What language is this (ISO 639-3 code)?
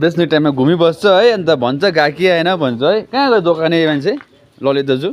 nep